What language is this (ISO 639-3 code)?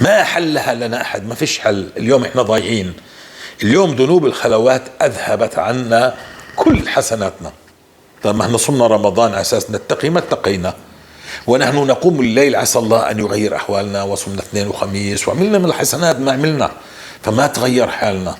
apc